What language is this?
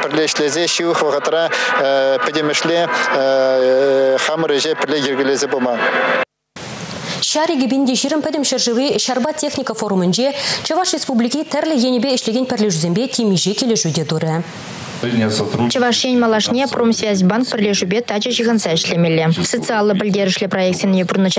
Chuvash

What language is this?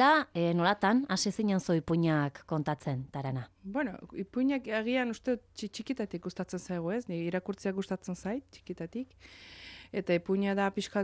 Basque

